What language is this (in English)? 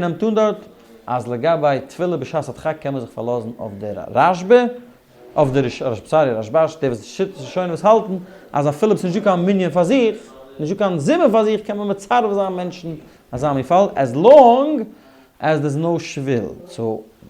Yiddish